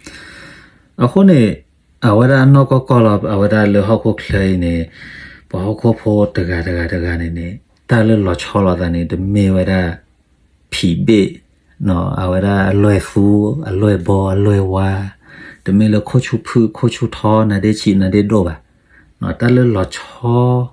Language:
S'gaw Karen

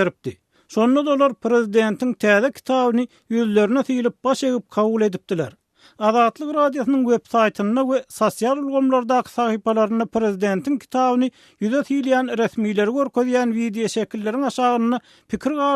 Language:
Turkmen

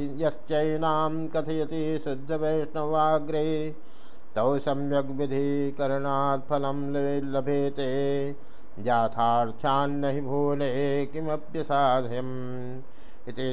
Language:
Sanskrit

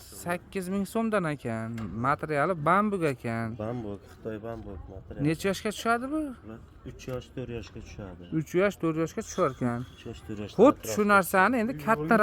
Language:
Uzbek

